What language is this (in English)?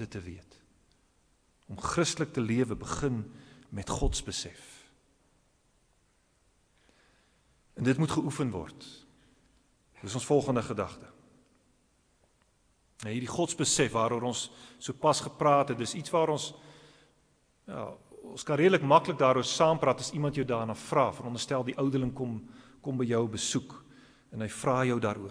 Afrikaans